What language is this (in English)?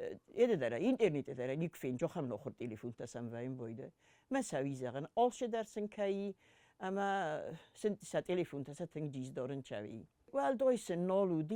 Ossetic